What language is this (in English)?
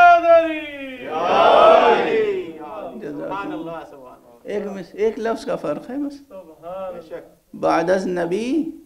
Urdu